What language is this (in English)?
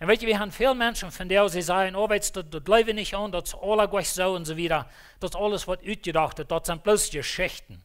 Plautdietsch